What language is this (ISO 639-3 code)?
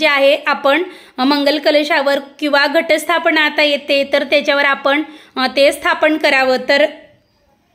mar